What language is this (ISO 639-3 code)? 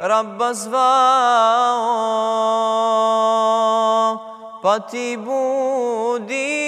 bos